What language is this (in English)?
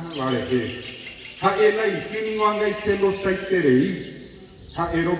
Guarani